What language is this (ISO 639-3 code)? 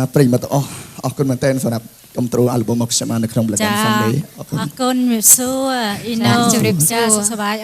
khm